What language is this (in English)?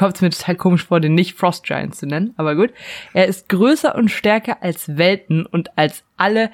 German